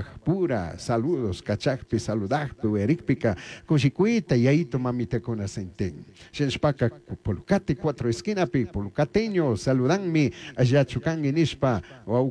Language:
Chimborazo Highland Quichua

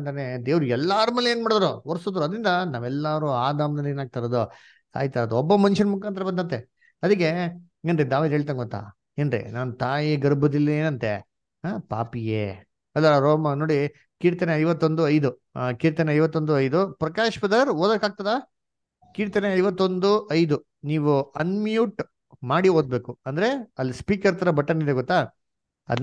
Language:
Kannada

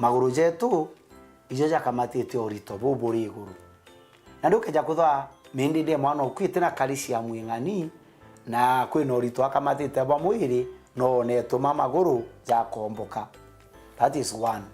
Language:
Meru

